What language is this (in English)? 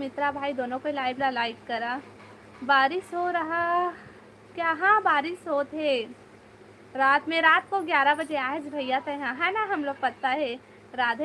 Chhattisgarhi